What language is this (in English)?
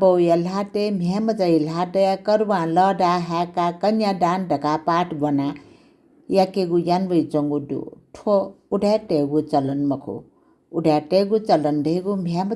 Newari